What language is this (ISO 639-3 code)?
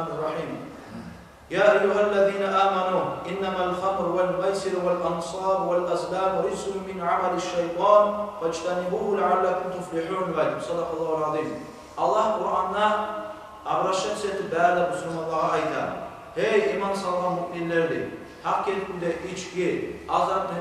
kum